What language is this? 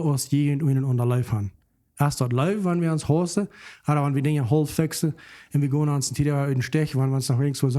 Plautdietsch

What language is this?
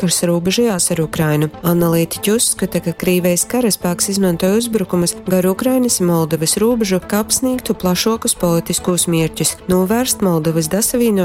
Latgalian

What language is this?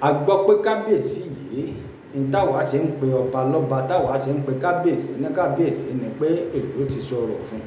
Yoruba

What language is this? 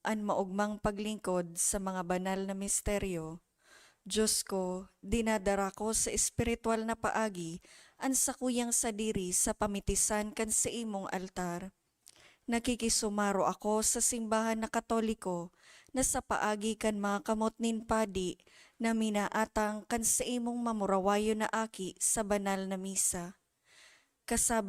Bikol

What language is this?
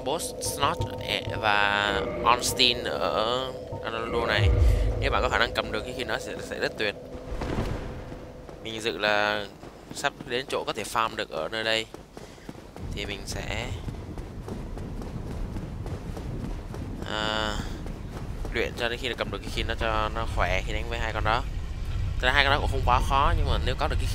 Vietnamese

